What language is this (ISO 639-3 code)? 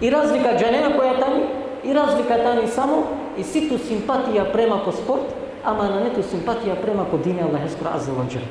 rmn